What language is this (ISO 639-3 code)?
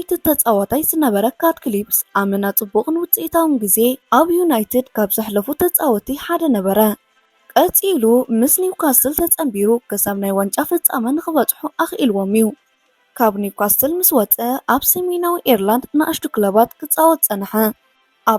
tir